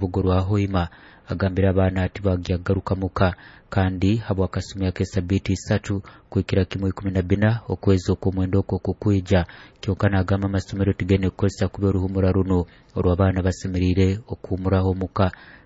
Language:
Nyoro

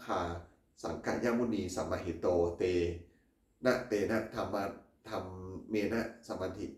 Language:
Pali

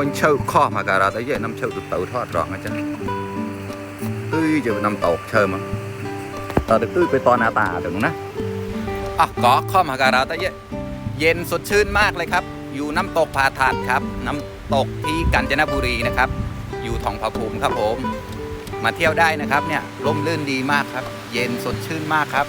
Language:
Mon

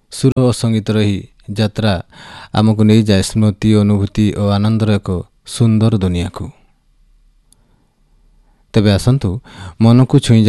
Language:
Odia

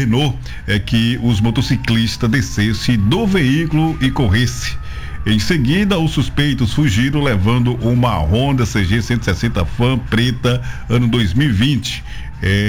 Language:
Portuguese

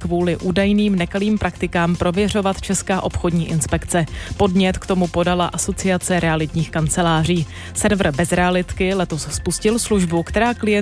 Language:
Czech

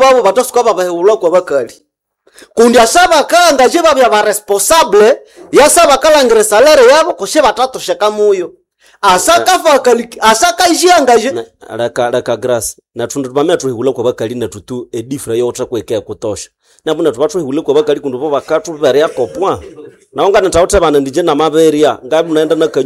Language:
Nande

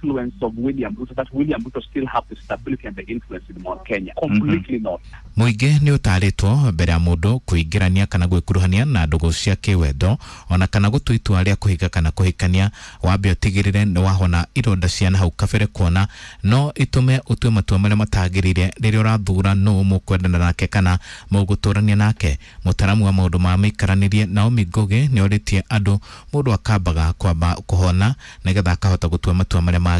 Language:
Kikuyu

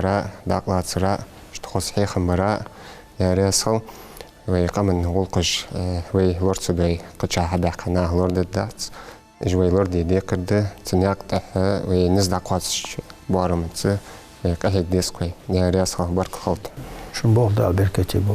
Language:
Ingush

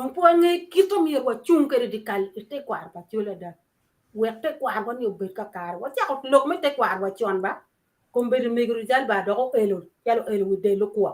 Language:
Acoli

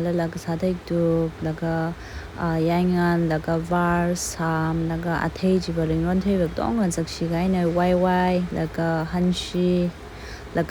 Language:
Tangkhul Naga (India)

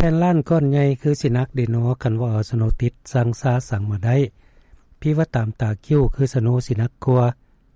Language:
Lao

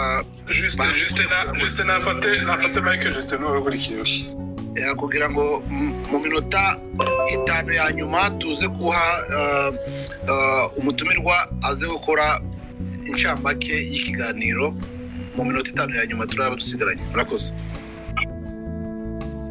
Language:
Kinyarwanda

